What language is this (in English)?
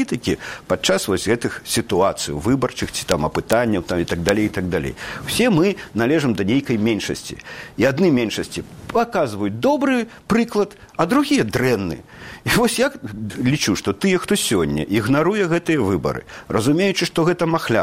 Belarusian